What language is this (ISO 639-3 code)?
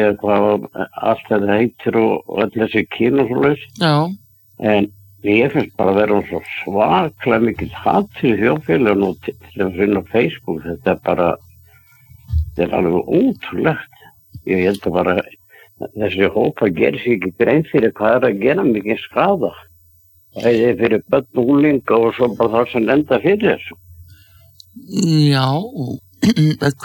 isl